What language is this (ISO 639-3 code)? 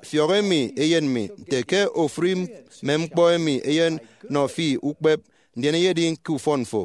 efi